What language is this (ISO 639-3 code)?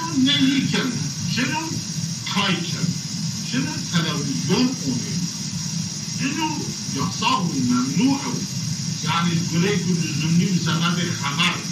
zza